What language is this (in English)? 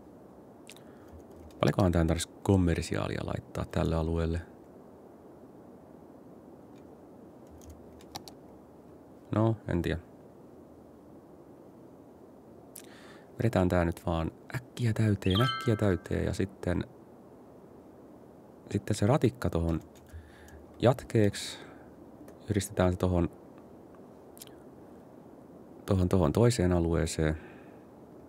Finnish